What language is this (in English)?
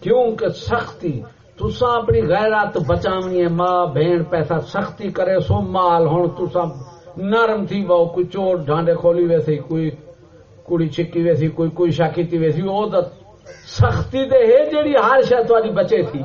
Saraiki